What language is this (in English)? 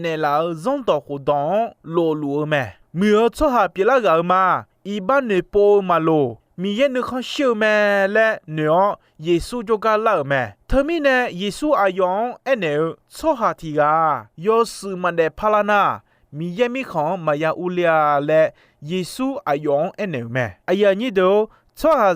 Akha